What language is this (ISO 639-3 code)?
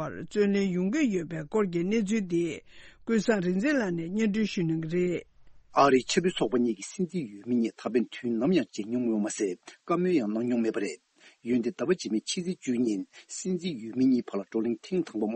bod